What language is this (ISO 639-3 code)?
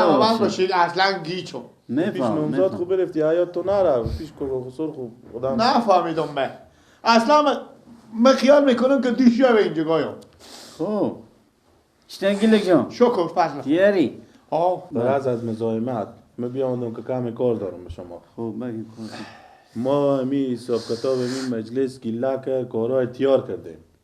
fas